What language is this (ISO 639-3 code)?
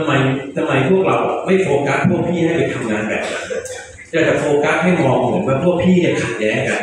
tha